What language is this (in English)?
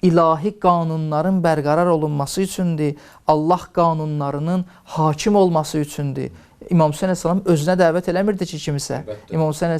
Azerbaijani